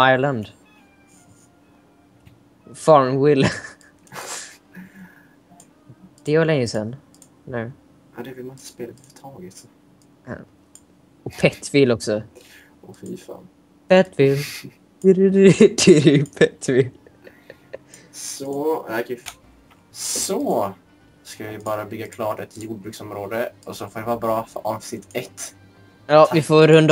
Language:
Swedish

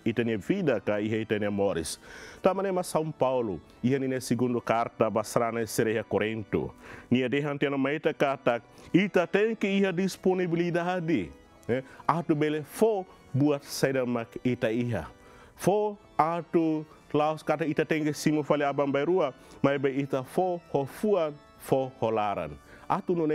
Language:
Tetum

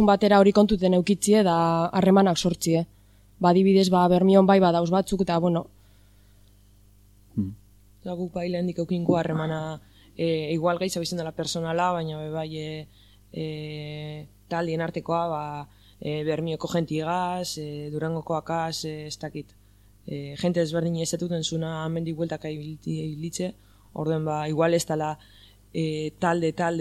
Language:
Basque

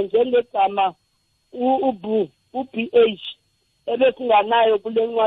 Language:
South Ndebele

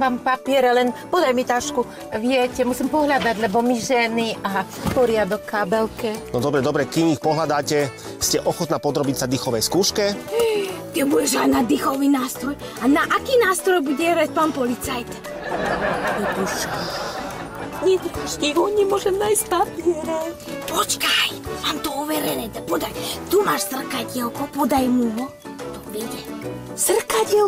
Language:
Slovak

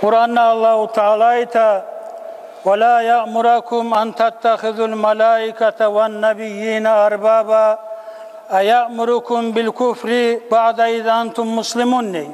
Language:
Kumyk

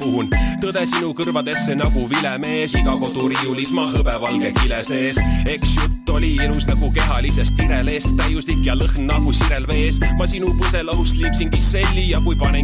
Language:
Estonian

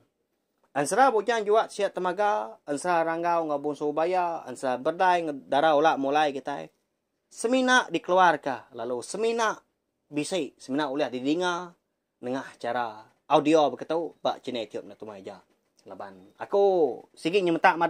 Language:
Iban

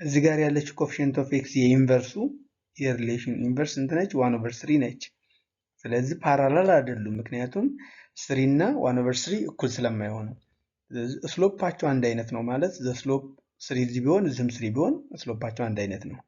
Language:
Amharic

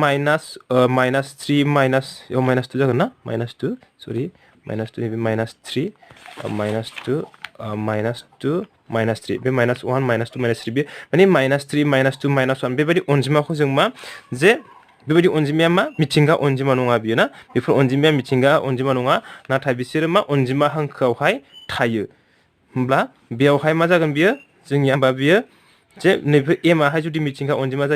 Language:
Bodo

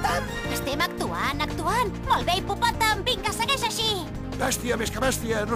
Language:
Catalan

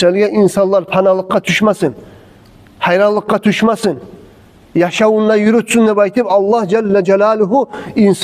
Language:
Kumyk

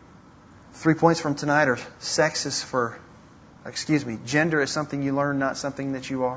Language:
English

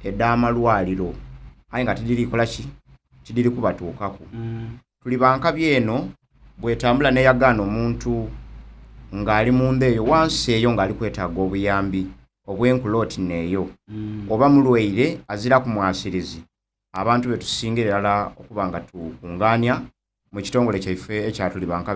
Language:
Soga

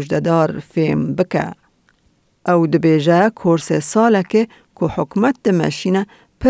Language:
Kurdish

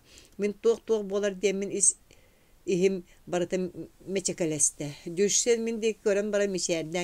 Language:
Yakut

